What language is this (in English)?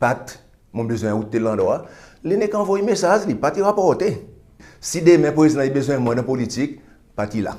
Seselwa Creole French